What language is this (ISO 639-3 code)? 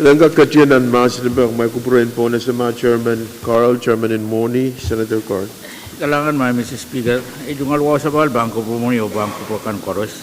pon